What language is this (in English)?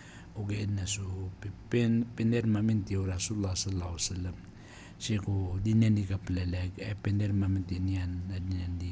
Maranao